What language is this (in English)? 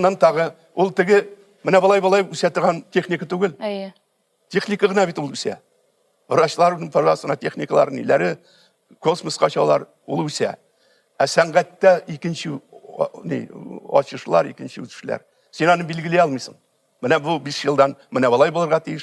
Tatar